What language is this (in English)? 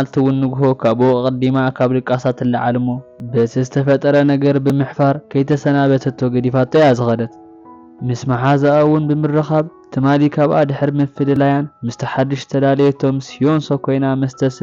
Tigrinya